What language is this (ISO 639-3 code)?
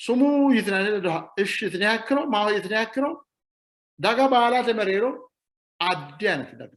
sid